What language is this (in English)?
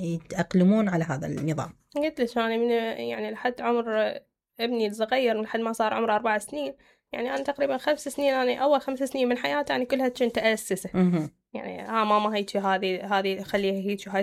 Mesopotamian Arabic